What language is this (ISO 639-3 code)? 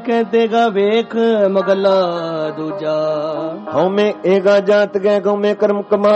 pan